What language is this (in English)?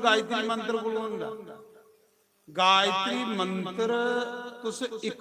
Dogri